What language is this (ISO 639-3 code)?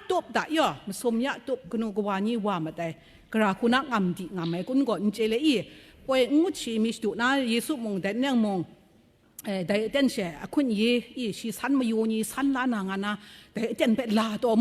kac